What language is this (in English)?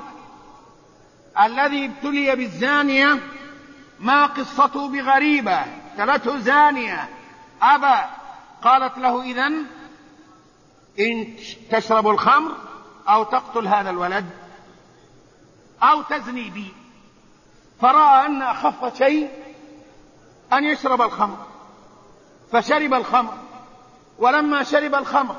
Arabic